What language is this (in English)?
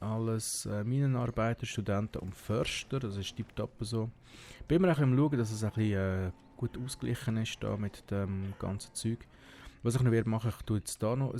Swiss German